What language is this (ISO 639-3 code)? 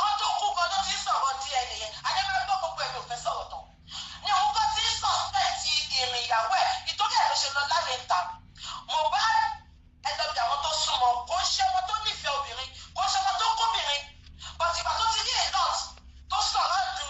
yor